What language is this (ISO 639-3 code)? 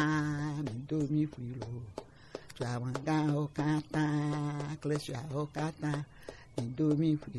gej